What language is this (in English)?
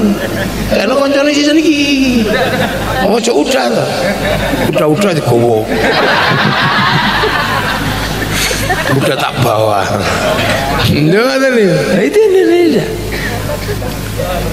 Indonesian